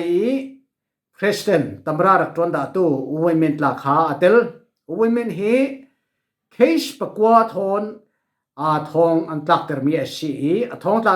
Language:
Falam Chin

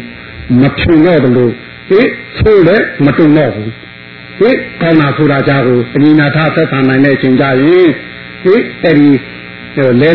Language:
Burmese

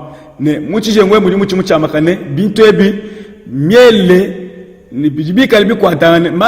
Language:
Luba-Lulua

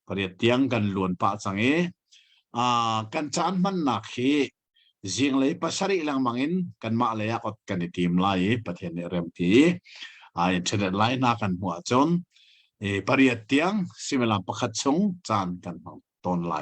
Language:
Hakha Chin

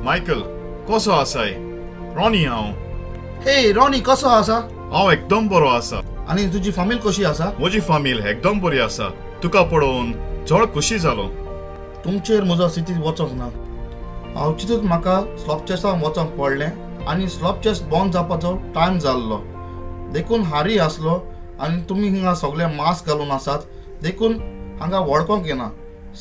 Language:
Konkani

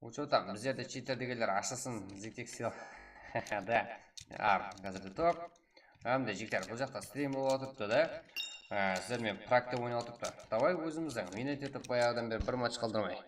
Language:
Kara-Kalpak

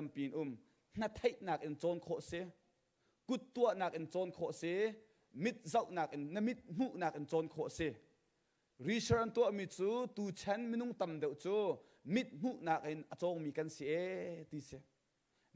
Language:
Hakha Chin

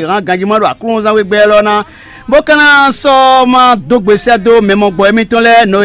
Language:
Fon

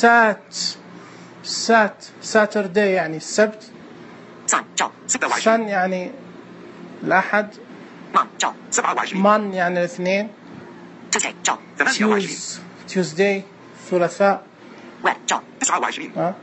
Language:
Najdi Arabic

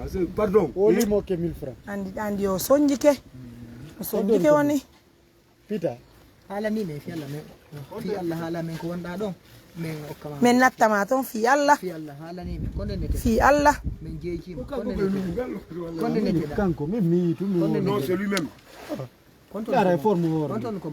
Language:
Pular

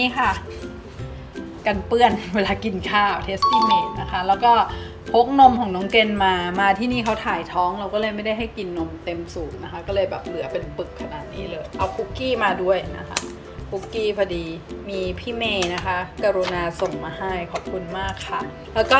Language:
Thai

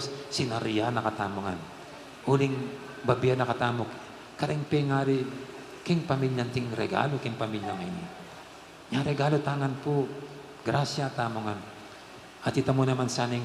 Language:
Pampanga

